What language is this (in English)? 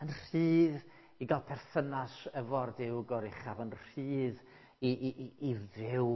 Welsh